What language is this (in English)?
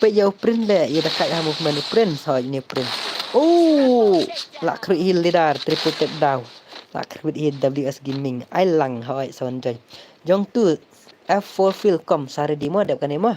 Khasi